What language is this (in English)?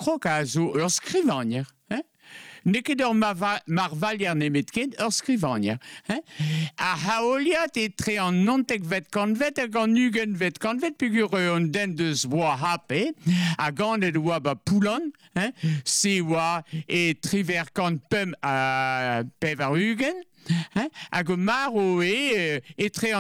Breton